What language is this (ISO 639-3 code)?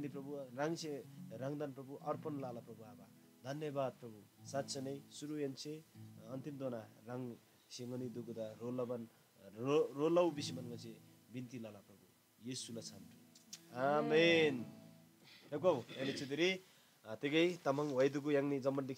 taj